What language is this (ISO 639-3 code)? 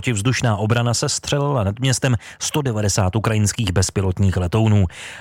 ces